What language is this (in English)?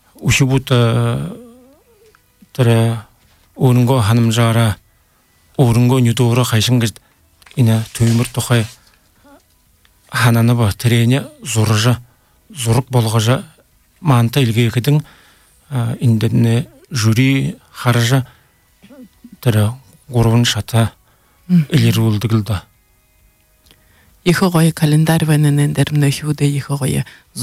Buriat